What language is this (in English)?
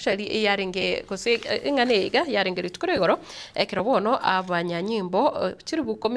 Gusii